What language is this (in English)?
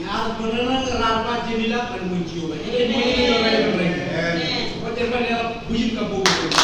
Marshallese